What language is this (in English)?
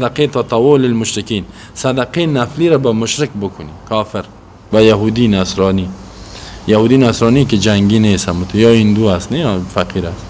Persian